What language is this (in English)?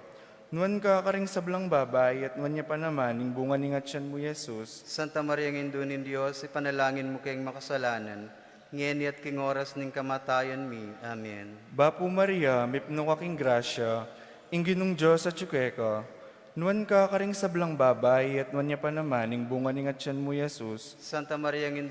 Pampanga